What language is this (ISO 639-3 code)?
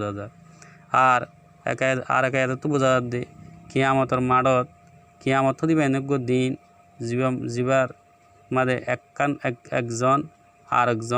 rhg